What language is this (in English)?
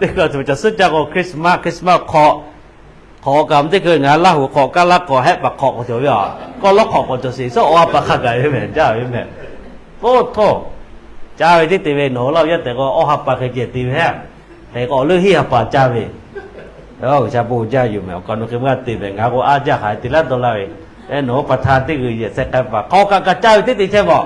Lahu